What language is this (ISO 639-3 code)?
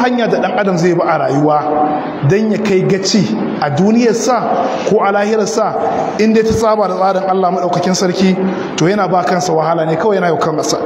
hau